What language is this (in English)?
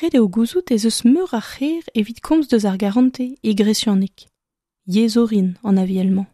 Breton